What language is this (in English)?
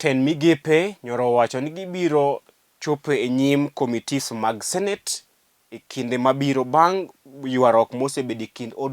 Luo (Kenya and Tanzania)